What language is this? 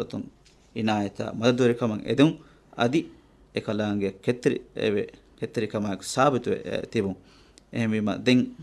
Divehi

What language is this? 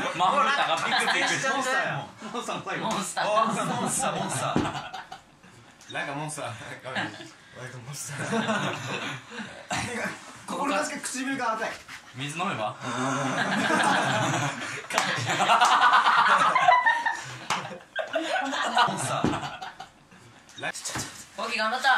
Japanese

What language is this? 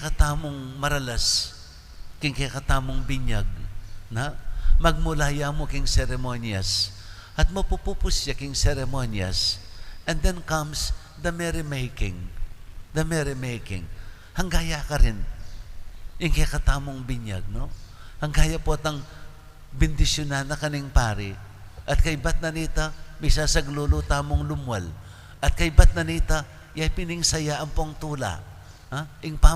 Pampanga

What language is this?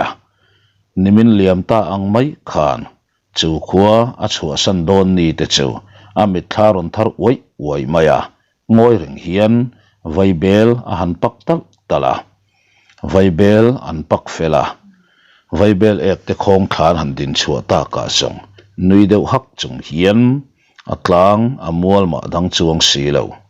Mizo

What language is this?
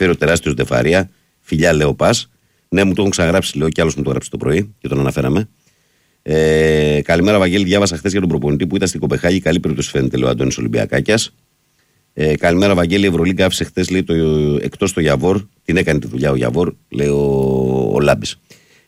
Greek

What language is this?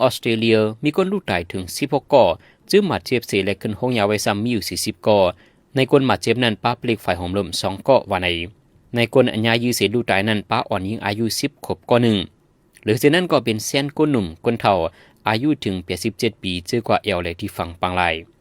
Shan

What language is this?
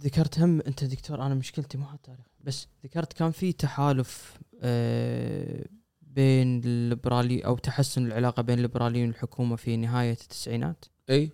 Gulf Arabic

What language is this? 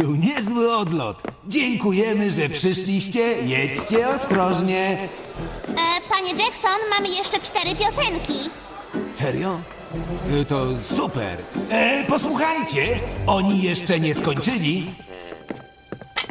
Polish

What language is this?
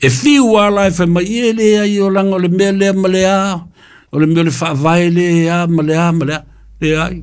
Samoan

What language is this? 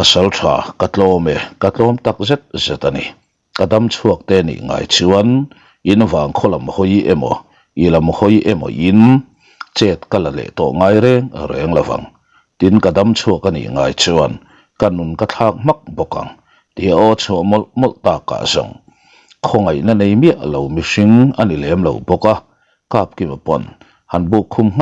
Mizo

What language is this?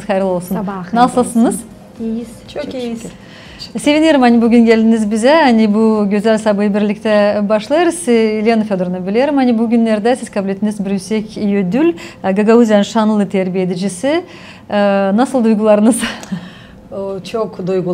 Gagauz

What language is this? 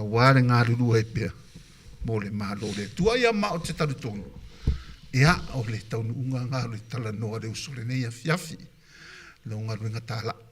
Samoan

